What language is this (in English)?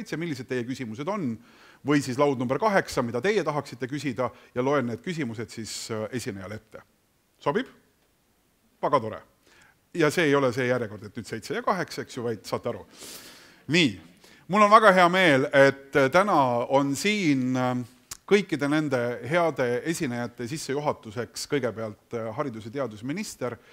Estonian